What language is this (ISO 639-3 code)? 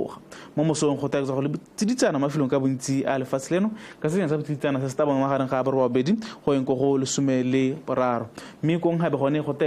tsn